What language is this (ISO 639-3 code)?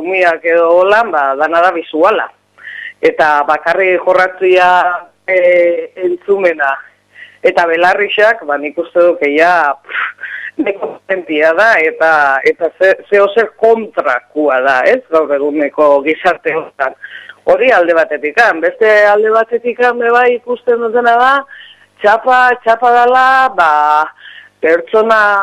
eus